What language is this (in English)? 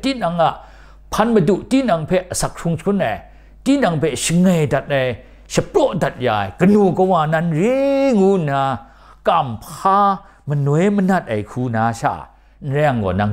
Kachin